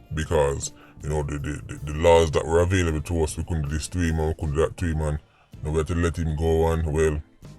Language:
Jamaican Creole English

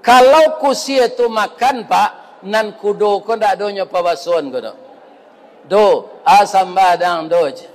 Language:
Minangkabau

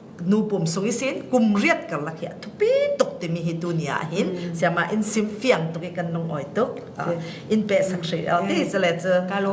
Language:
Falam Chin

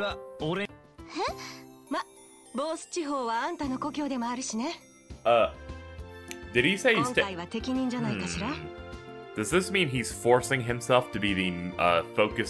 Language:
Japanese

